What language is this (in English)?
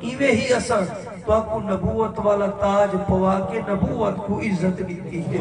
Saraiki